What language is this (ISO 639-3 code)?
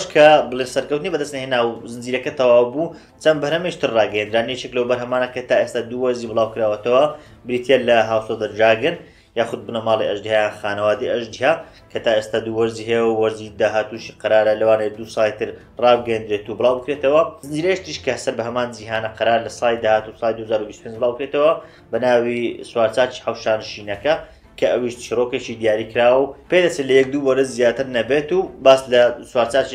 ckb